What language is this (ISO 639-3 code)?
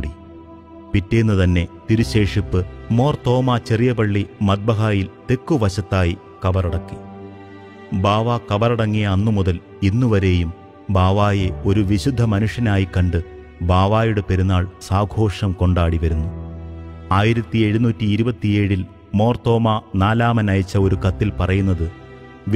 mal